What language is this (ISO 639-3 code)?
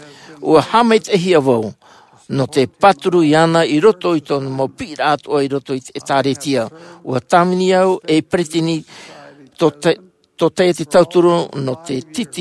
tah